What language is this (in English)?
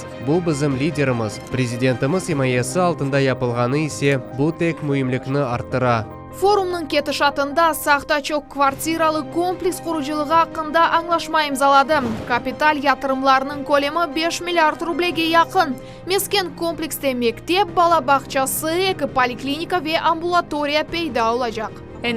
Crimean Tatar